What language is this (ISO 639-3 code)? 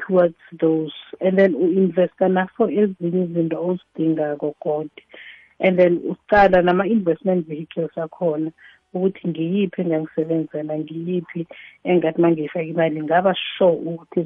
nbl